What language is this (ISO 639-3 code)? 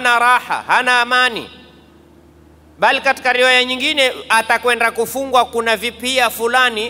swa